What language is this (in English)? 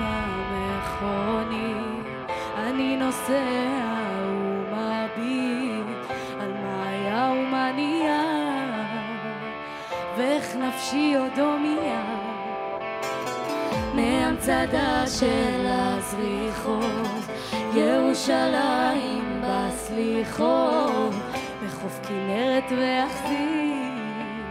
Hebrew